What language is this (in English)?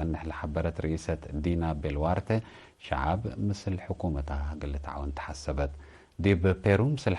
Tigre